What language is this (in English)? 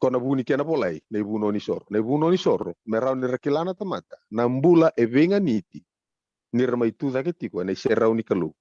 Fijian